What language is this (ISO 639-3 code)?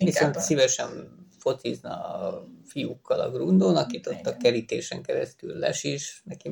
hun